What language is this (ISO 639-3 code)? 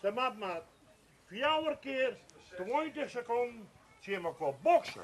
fry